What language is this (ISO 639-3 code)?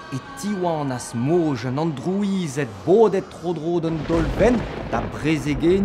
bre